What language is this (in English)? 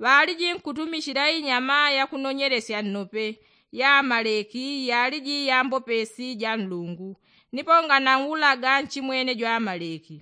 Yao